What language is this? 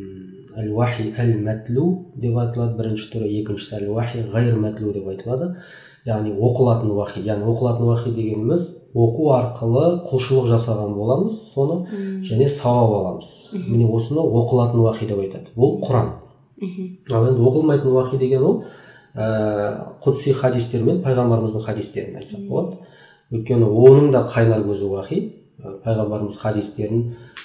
Kazakh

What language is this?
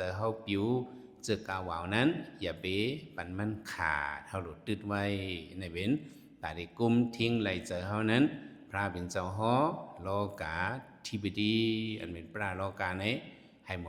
Shan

